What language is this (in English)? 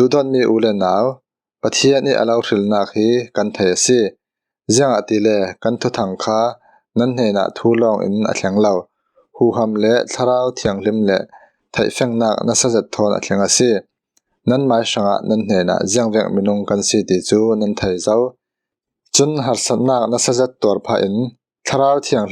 Falam Chin